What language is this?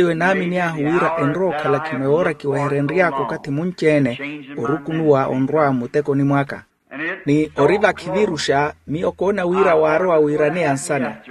Makhuwa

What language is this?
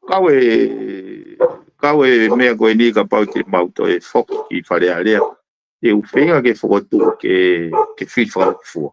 Tongan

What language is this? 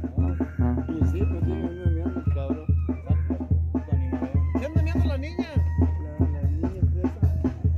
Spanish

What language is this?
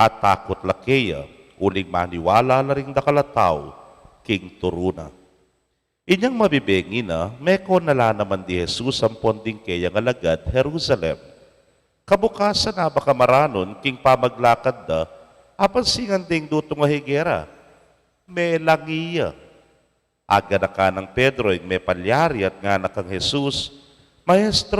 Pampanga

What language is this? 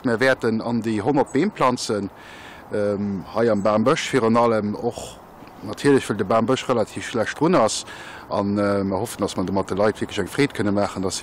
Luxembourgish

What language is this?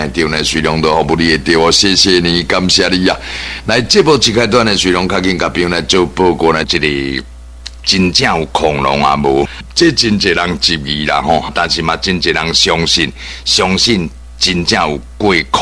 Min Nan Chinese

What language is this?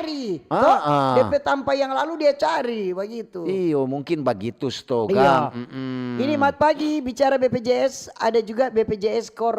Manado Malay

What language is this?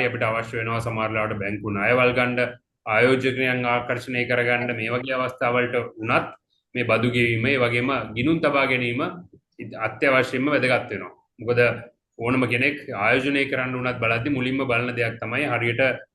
Sinhala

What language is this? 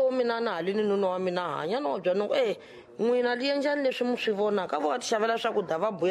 Tsonga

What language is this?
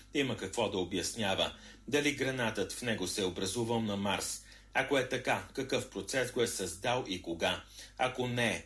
Bulgarian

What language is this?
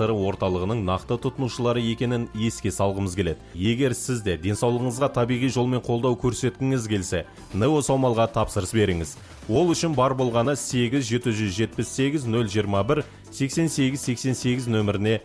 Kazakh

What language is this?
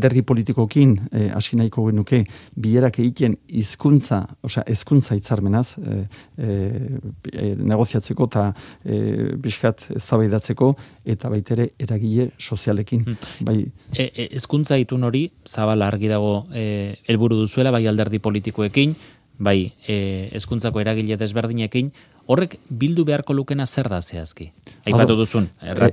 Basque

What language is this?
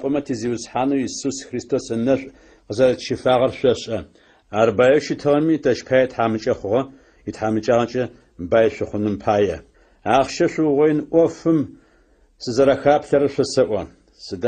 Adyghe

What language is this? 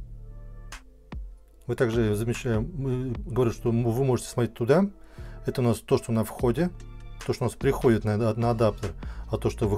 Russian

